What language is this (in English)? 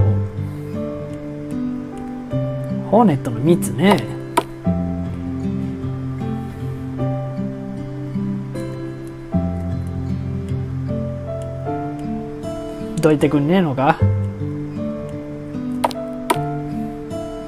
Japanese